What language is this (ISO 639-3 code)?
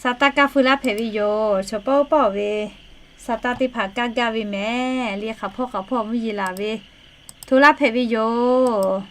lhu